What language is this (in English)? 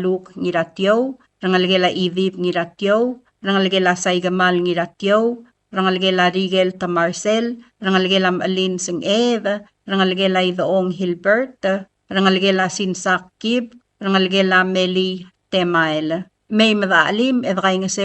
Palauan